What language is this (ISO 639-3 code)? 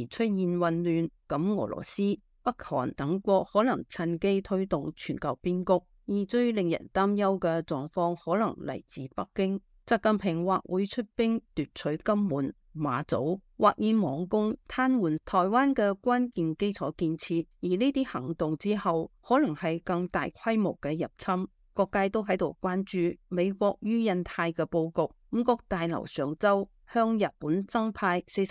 yue